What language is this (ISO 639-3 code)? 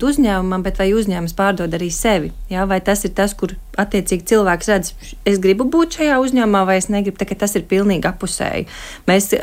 lav